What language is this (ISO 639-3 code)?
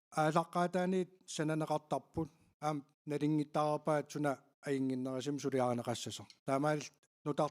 kal